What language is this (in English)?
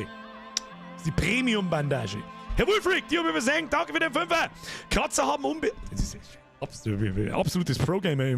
Bavarian